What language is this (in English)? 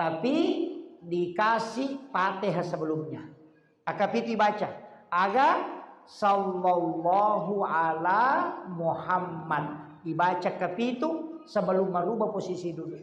Buginese